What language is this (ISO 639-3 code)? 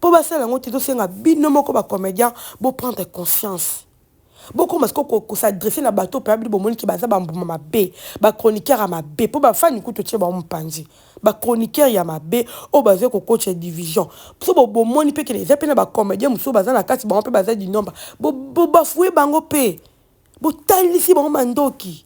lin